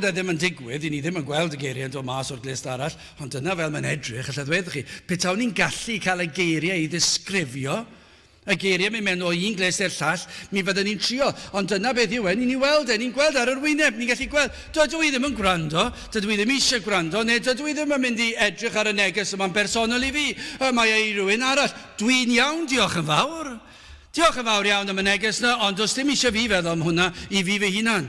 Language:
Welsh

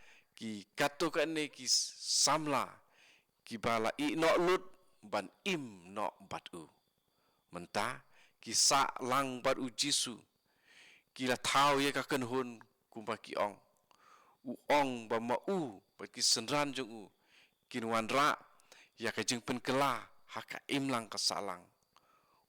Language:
Khasi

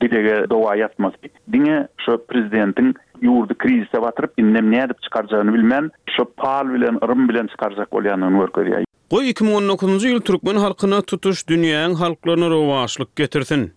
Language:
Turkmen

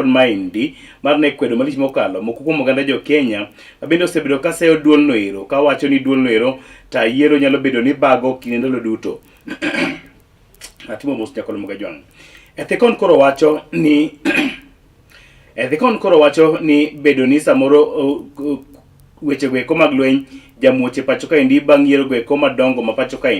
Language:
Luo (Kenya and Tanzania)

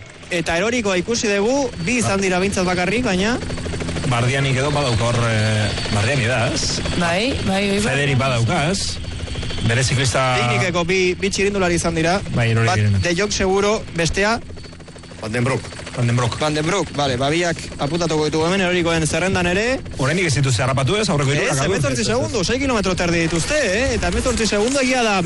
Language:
Basque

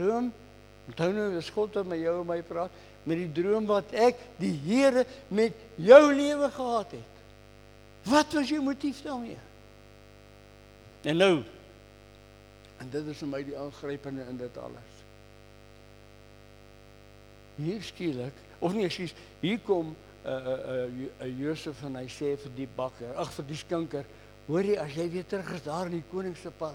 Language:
Afrikaans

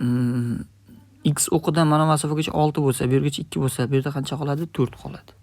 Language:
Uzbek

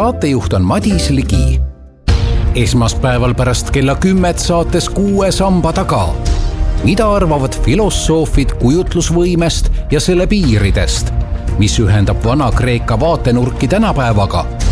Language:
Estonian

